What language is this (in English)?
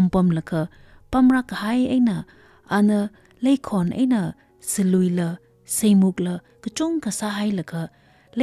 Tangkhul Naga (India)